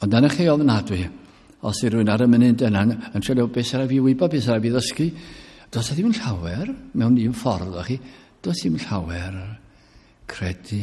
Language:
Welsh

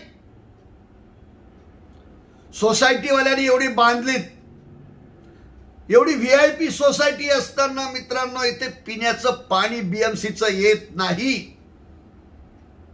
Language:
Marathi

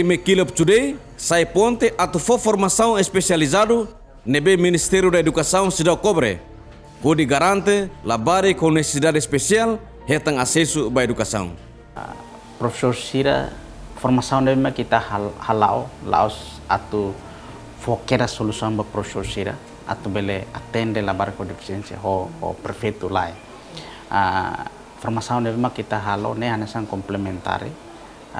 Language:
Tetum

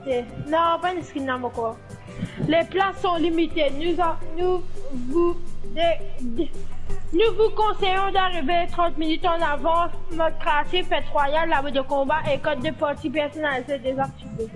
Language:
Morisyen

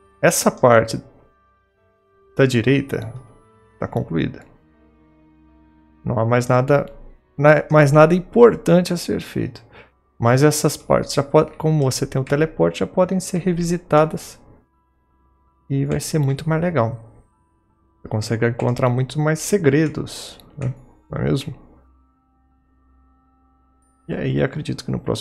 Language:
Portuguese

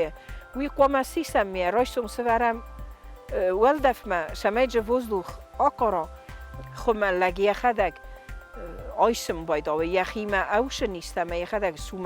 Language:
Ossetic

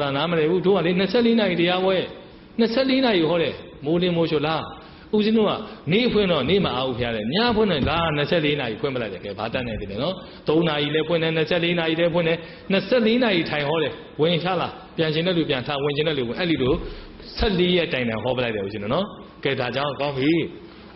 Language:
Burmese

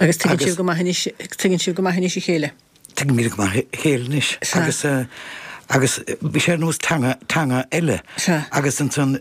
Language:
Irish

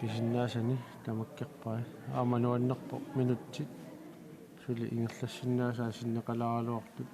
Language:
Kalaallisut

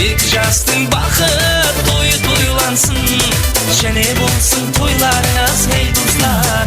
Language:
Kara-Kalpak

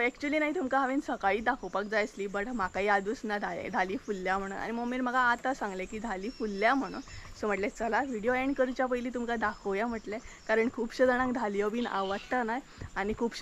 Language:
Konkani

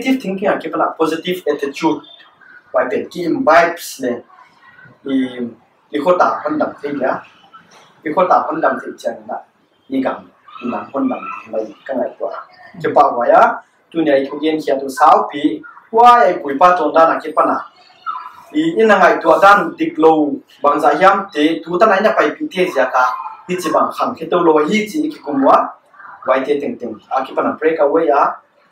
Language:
Paite Chin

